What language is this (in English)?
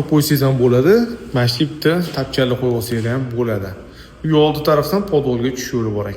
Uzbek